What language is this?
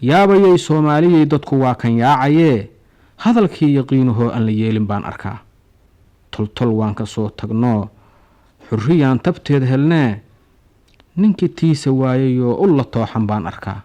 Somali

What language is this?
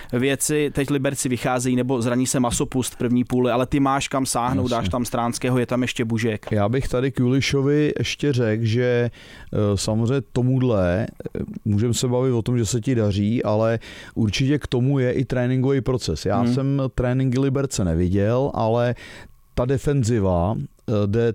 Czech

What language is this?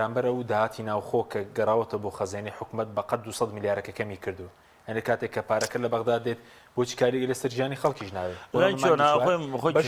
Central Kurdish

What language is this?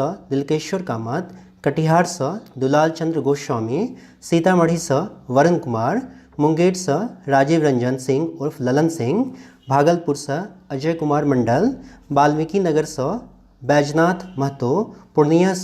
Maithili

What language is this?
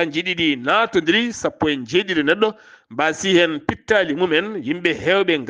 Fula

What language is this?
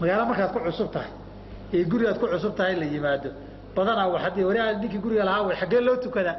Somali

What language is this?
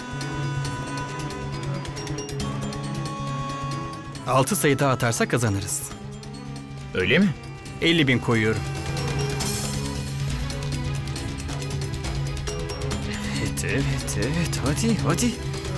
Turkish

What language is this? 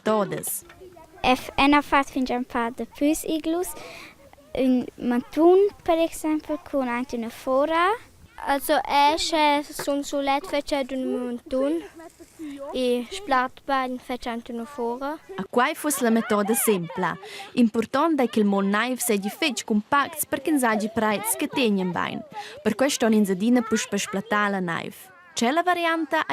Romansh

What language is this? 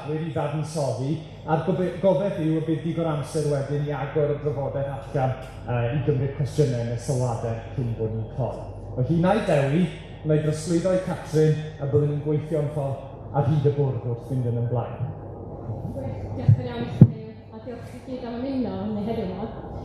Welsh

